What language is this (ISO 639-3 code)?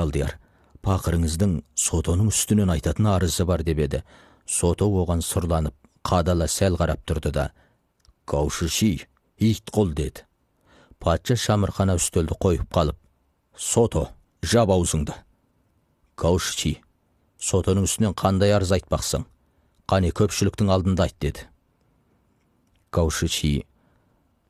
kaz